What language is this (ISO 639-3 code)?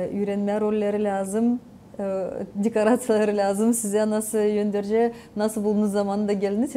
gag